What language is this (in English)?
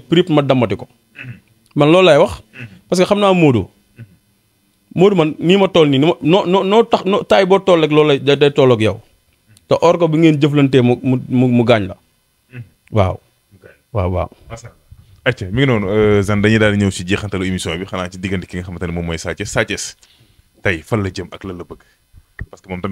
Wolof